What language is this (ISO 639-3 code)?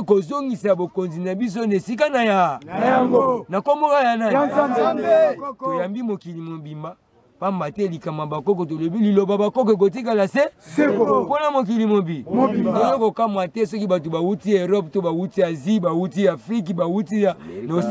lin